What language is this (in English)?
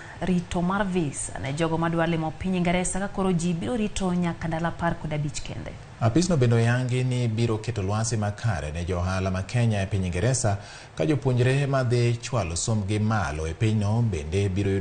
Luo (Kenya and Tanzania)